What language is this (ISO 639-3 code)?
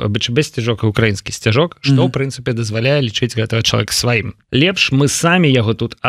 bel